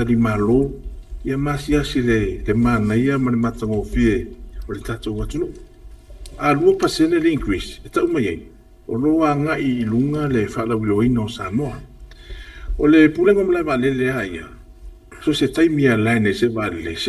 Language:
Samoan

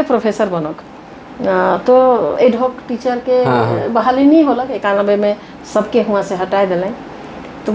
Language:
Sadri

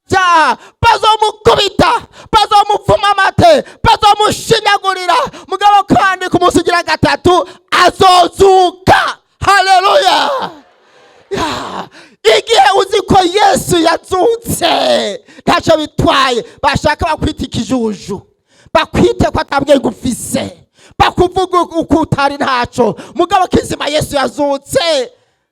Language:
Rundi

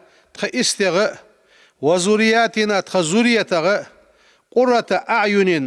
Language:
Ingush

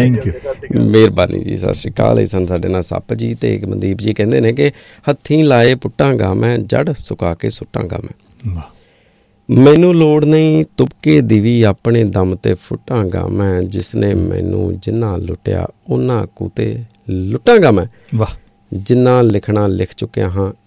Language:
Punjabi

